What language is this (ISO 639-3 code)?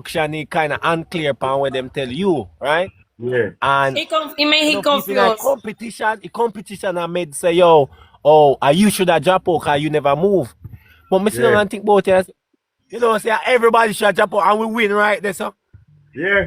jam